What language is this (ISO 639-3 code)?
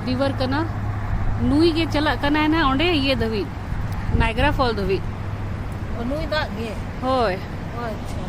sat